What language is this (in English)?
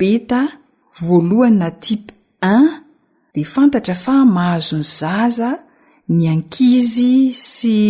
Malagasy